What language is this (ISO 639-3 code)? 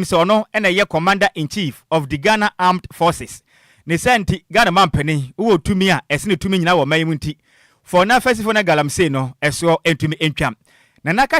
aka